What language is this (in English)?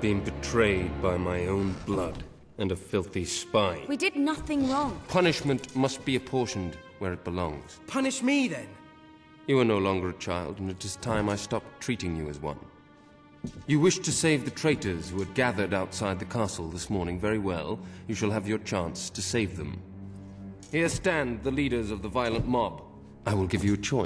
English